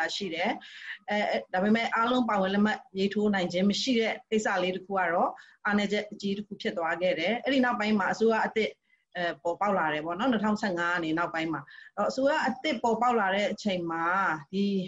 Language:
Burmese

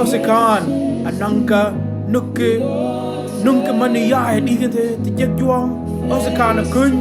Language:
Mabaan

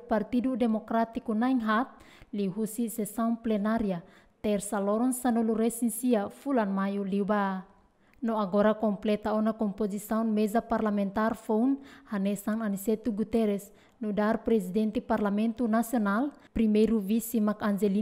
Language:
Tetum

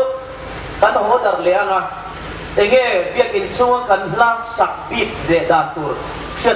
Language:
Hmar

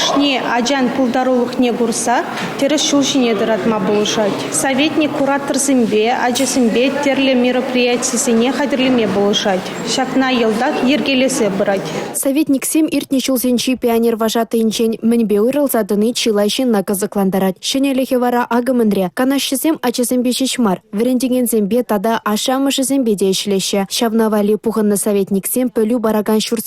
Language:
Chuvash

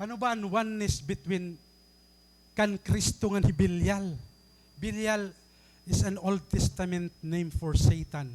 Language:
Waray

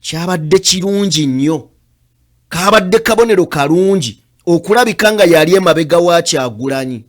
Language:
Ganda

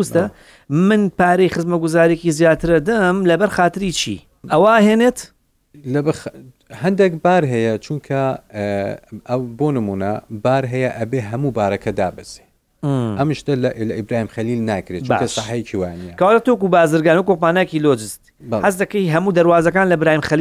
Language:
Central Kurdish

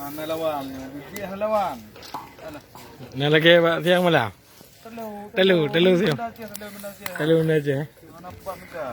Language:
Achinese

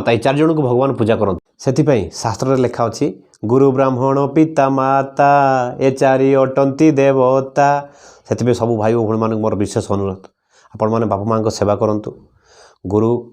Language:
Odia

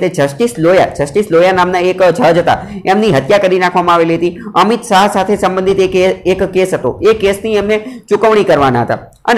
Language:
Gujarati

